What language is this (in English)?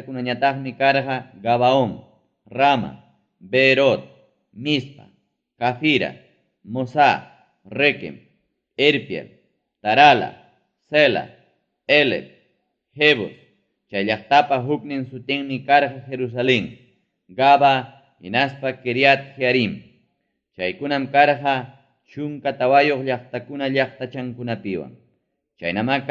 Ayacucho Quechua